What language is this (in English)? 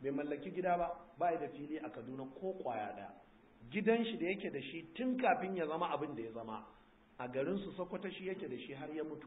Hausa